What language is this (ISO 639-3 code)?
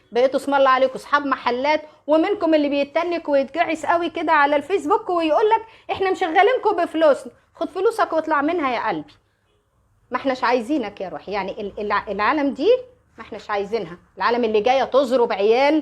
arz